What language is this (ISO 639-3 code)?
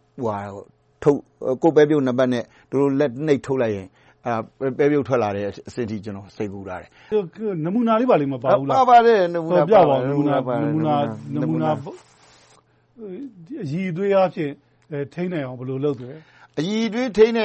mya